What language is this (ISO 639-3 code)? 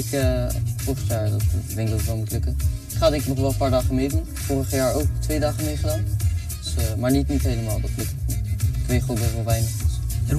nld